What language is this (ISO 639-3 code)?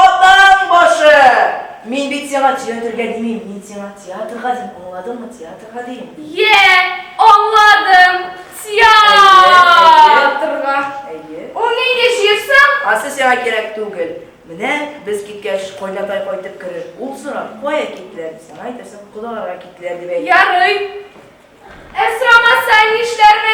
tat